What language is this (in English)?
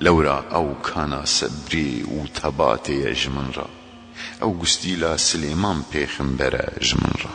Kurdish